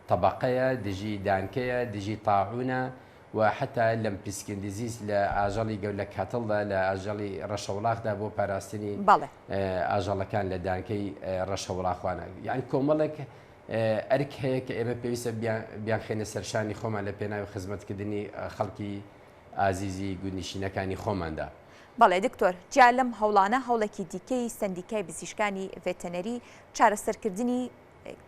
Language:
Central Kurdish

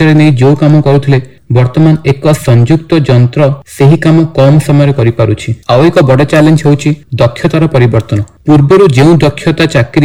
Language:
Odia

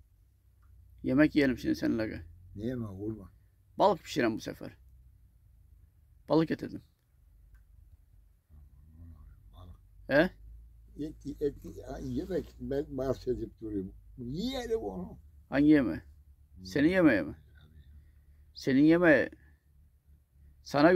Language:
Turkish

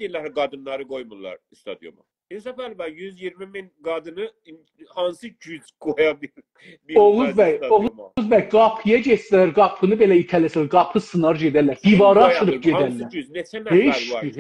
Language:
South Azerbaijani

